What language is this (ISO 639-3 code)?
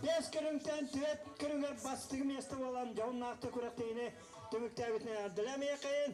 sah